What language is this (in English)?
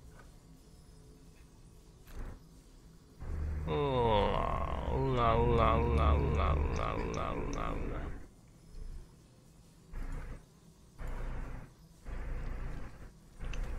Chinese